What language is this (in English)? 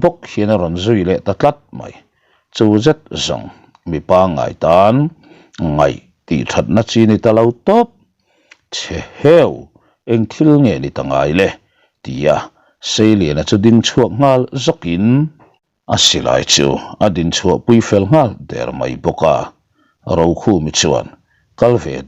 Mizo